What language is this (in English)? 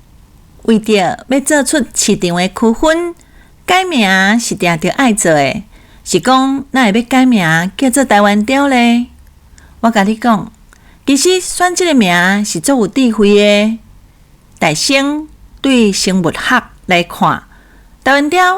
Min Nan Chinese